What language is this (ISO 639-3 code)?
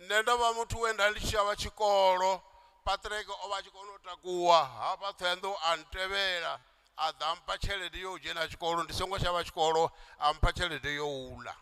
ven